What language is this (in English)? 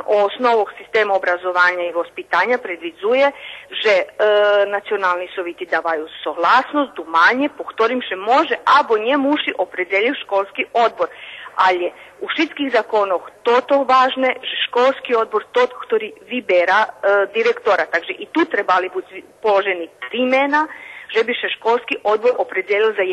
Rusyn